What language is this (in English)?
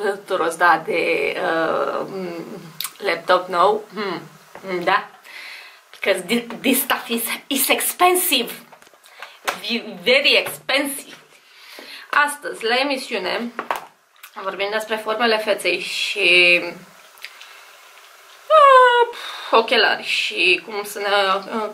Romanian